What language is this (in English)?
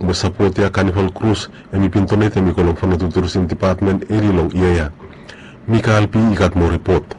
Bislama